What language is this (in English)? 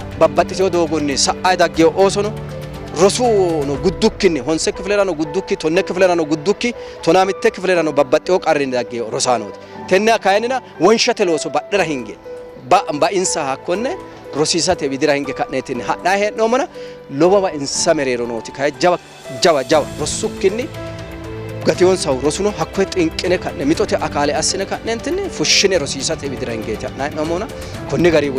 Sidamo